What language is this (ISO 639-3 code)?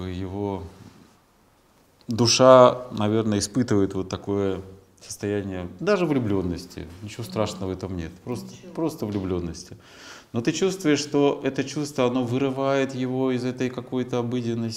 rus